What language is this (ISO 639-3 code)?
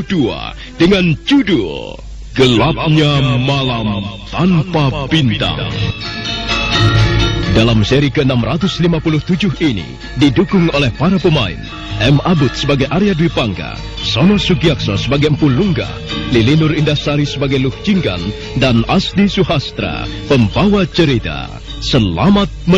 ind